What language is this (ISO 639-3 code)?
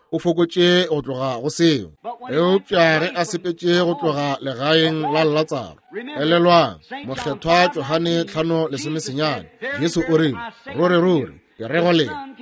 nso